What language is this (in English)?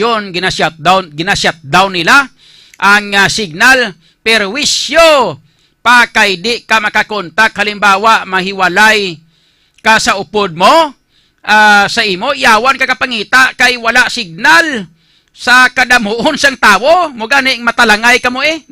Hiligaynon